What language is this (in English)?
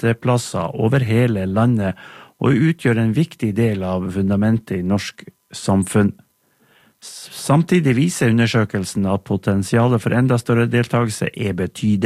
Norwegian